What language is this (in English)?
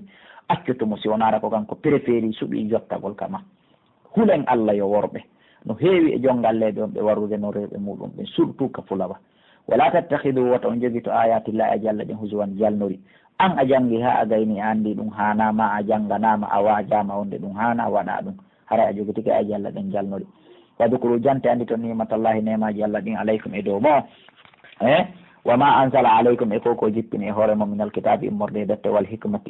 Pular